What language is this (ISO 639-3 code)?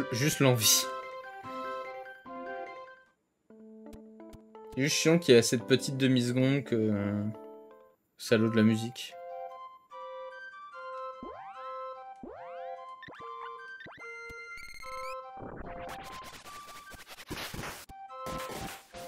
fra